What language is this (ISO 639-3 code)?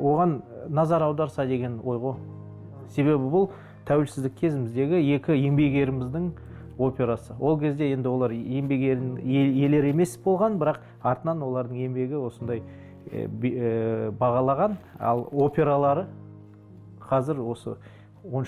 kaz